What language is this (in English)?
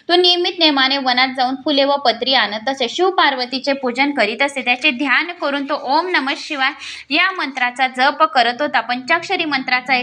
Marathi